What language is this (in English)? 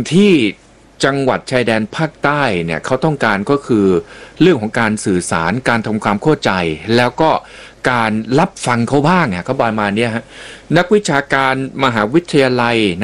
Thai